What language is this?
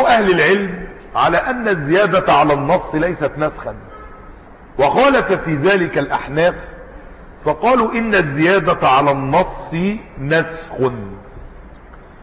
Arabic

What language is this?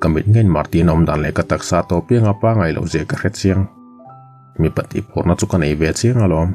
Mizo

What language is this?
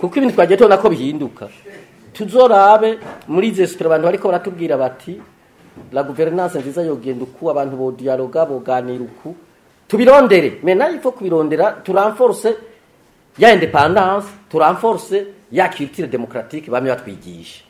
Rundi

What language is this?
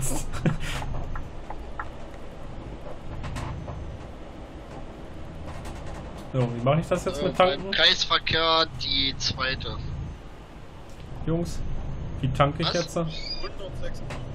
German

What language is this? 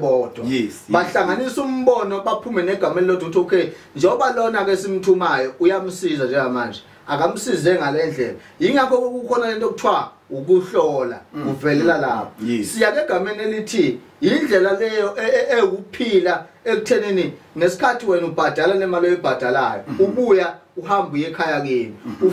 Zulu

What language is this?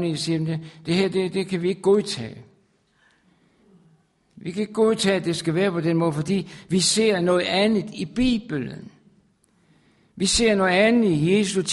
Danish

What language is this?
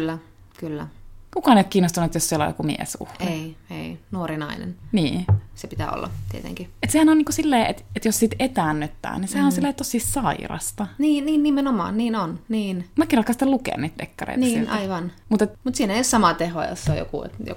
Finnish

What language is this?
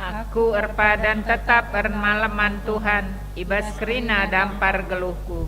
Batak Karo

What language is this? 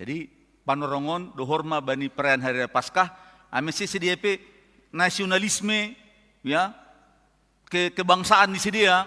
Batak Simalungun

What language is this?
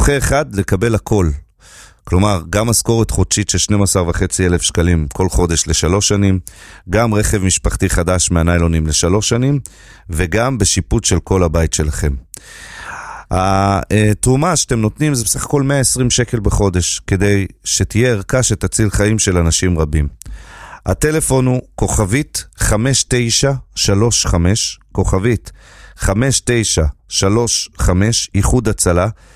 Hebrew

